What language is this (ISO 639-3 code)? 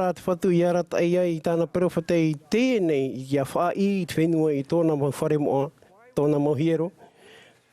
tah